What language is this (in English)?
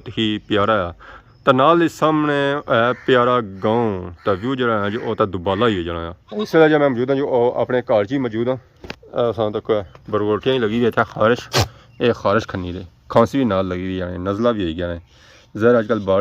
Pahari-Potwari